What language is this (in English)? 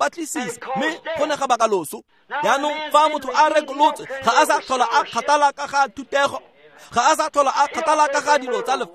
Tswana